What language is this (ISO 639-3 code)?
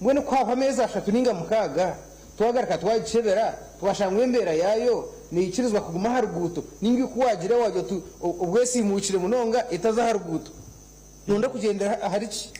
nyn